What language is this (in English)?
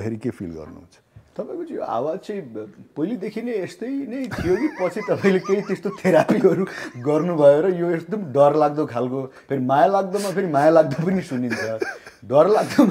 Nepali